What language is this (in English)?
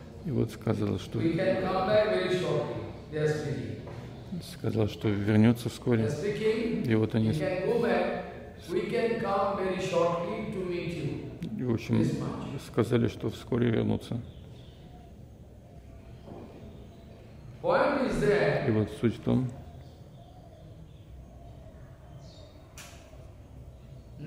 Russian